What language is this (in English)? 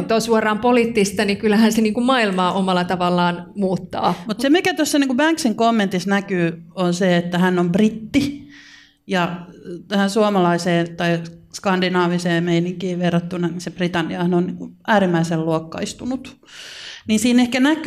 Finnish